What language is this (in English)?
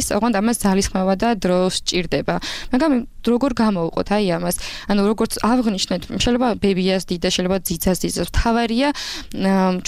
Georgian